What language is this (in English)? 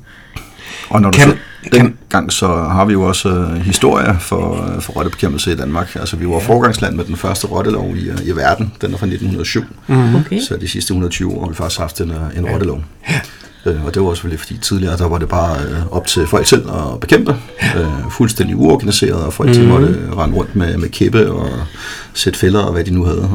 Danish